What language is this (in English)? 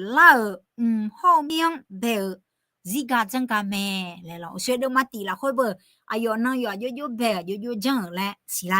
Akha